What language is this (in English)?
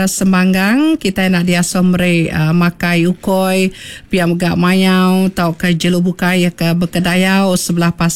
Iban